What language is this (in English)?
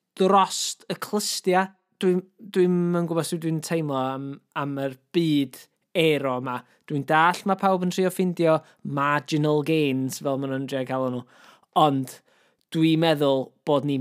Welsh